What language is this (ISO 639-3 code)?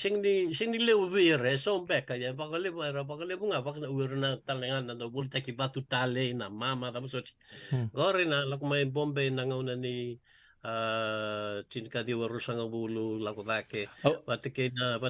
fij